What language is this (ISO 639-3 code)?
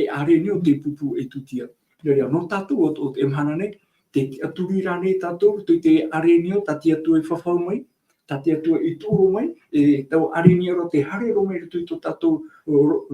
tah